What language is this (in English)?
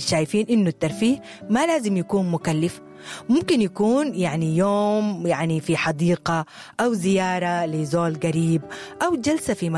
Sudanese Arabic